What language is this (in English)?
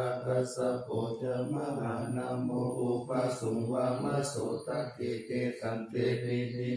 Pali